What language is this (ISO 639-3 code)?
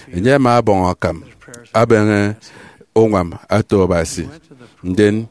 efi